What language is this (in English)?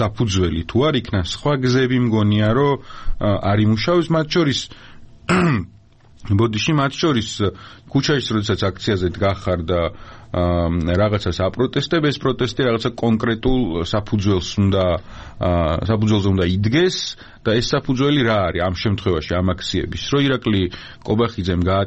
Georgian